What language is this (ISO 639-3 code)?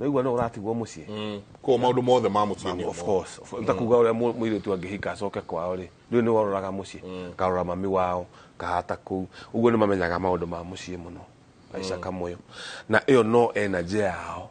kik